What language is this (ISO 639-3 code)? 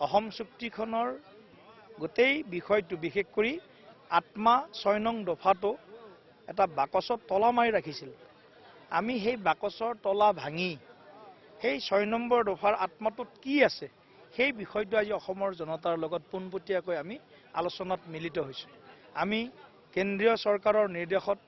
asm